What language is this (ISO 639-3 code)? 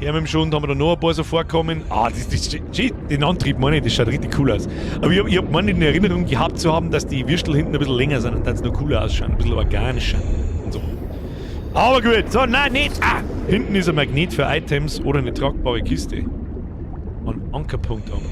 bar